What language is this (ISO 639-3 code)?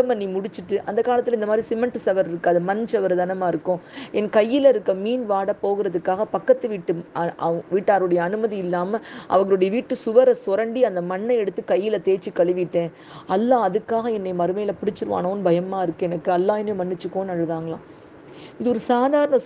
tam